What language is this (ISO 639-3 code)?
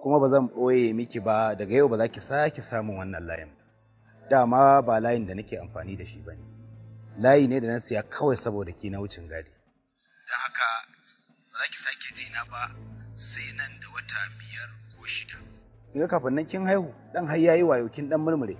hau